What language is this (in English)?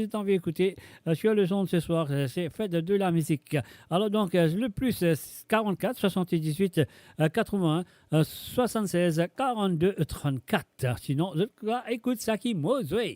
Morisyen